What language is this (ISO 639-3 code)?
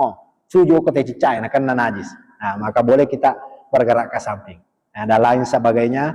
bug